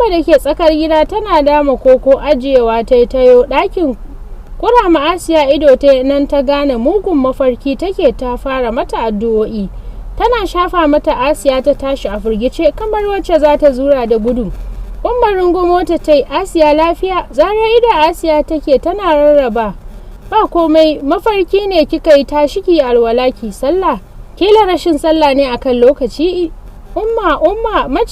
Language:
Hausa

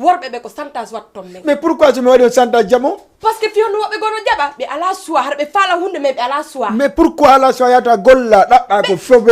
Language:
Fula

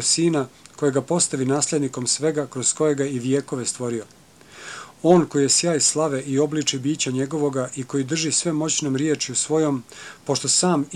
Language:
Croatian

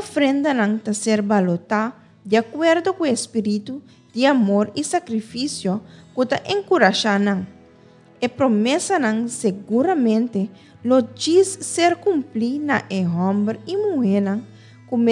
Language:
Papiamento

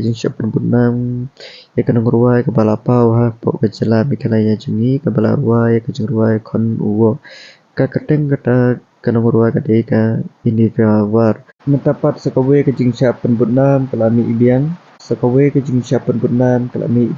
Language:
Khasi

